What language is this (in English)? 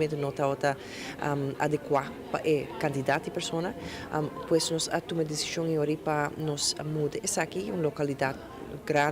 Papiamento